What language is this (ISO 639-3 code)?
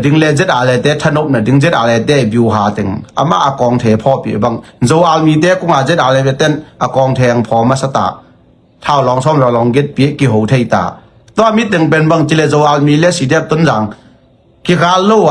ctd